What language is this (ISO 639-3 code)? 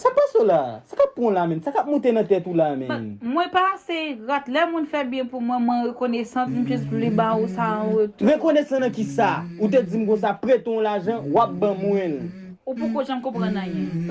hat